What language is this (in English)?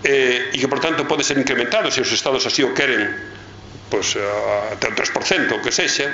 Galician